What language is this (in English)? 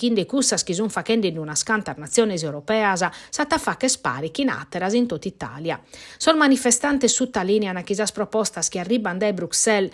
Sardinian